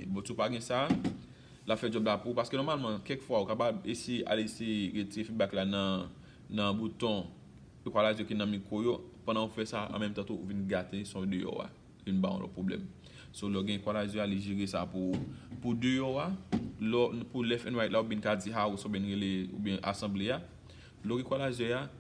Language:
Haitian Creole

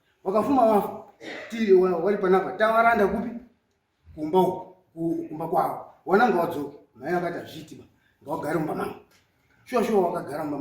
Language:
Shona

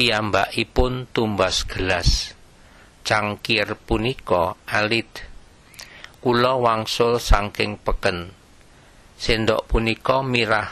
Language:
Javanese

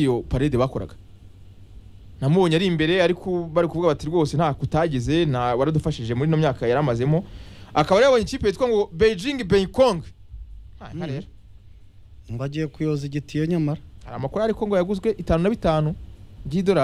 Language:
Kinyarwanda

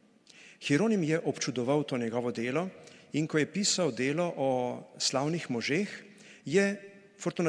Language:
Slovenian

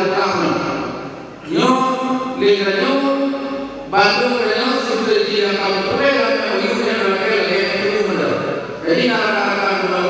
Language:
Achinese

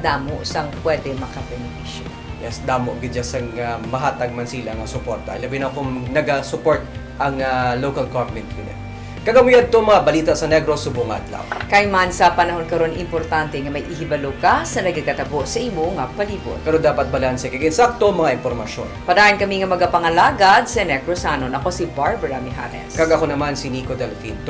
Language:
Hiligaynon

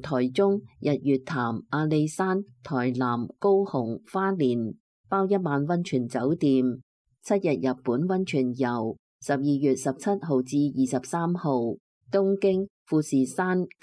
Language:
Cantonese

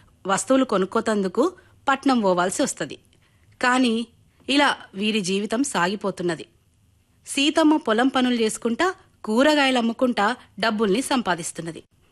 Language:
Telugu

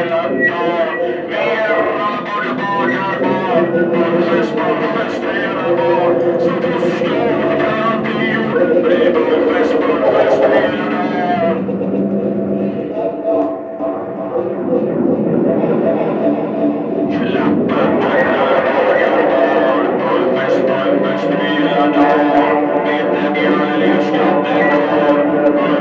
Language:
Swedish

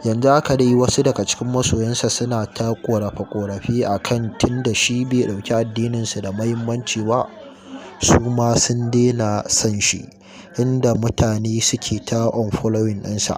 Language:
Hausa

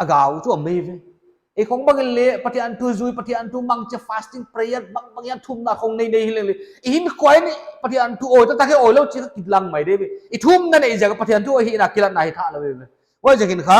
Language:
Paite Chin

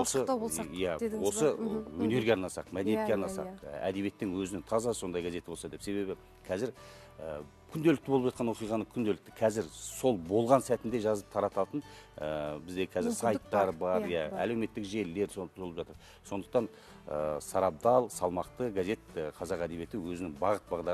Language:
Kazakh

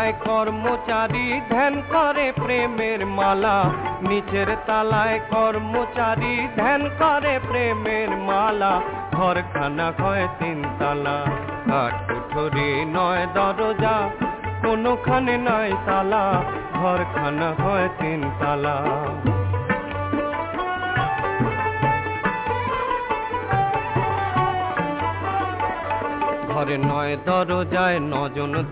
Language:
Bangla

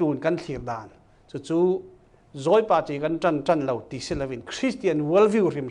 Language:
Falam Chin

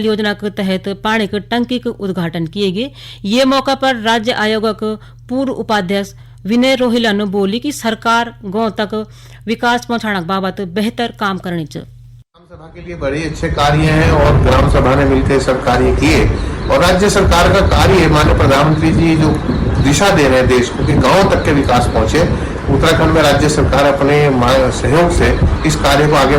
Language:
Garhwali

